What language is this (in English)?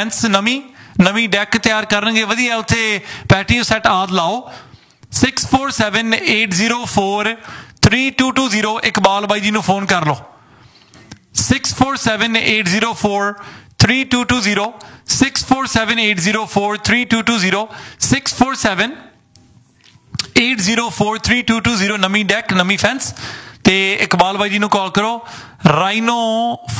Punjabi